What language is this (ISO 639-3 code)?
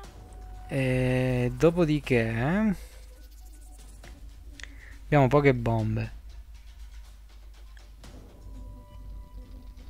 ita